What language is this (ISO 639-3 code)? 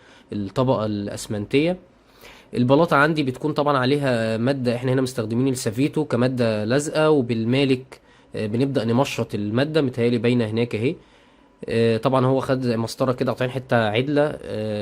arz